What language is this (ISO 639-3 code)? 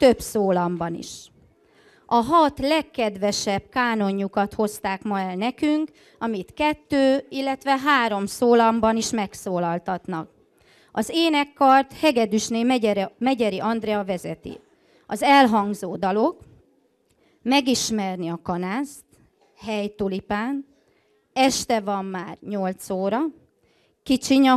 hun